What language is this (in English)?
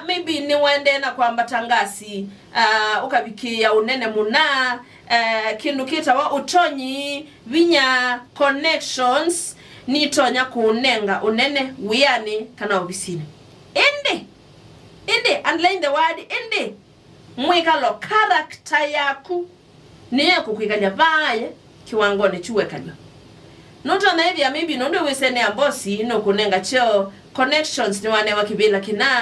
Kamba